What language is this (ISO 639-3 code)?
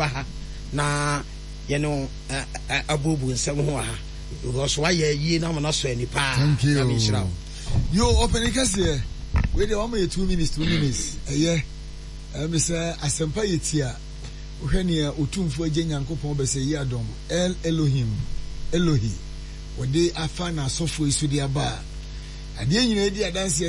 aka